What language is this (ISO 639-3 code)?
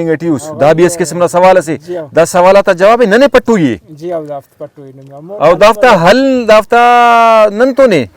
brh